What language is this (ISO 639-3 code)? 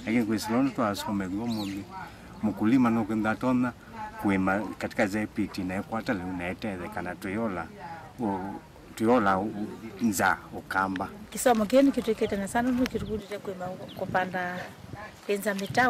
kam